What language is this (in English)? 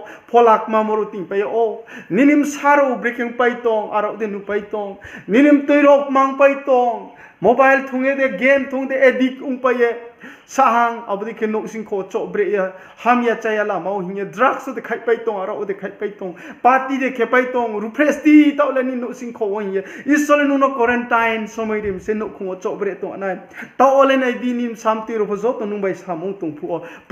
Riang (India)